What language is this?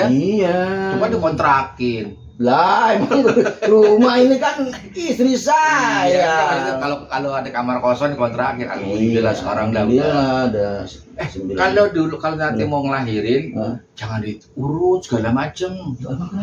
Betawi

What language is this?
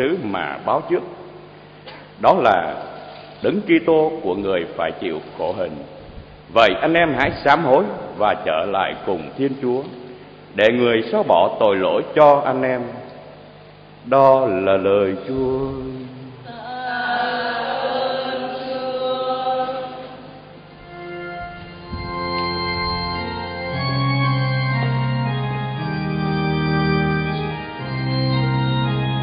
Vietnamese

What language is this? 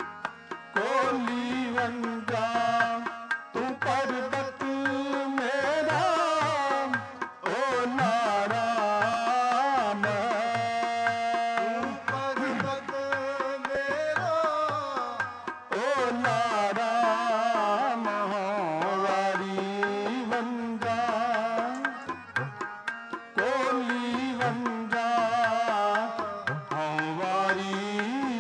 Punjabi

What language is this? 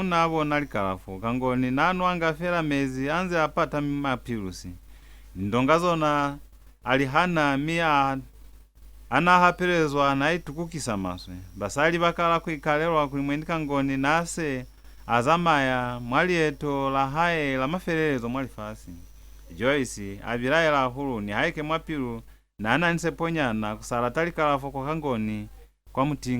Lozi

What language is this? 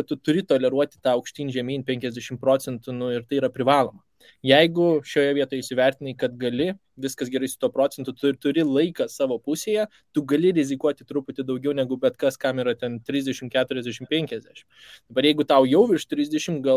Lithuanian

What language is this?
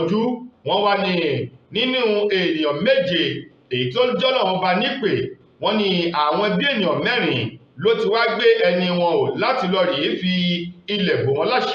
Yoruba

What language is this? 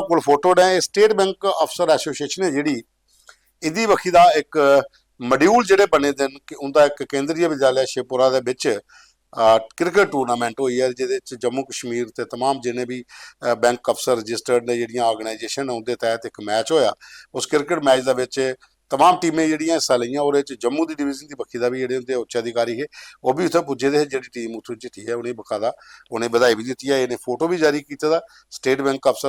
Dogri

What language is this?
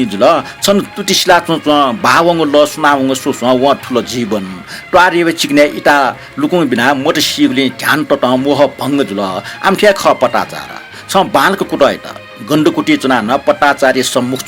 Newari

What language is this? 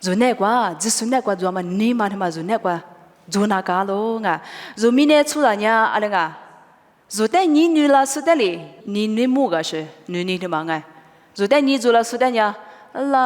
Lisu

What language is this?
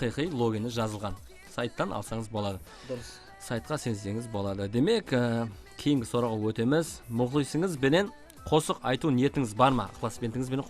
Kara-Kalpak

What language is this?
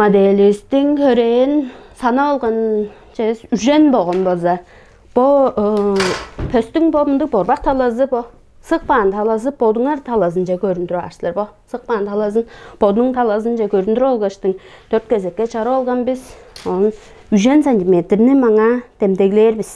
Tuvinian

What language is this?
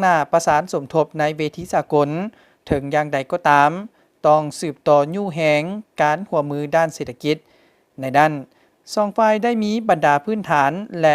Lao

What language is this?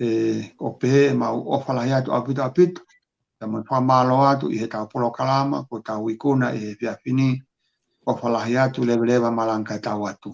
Tongan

